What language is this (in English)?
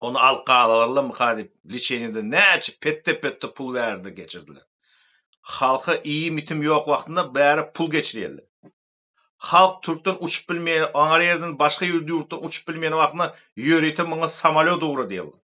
Turkmen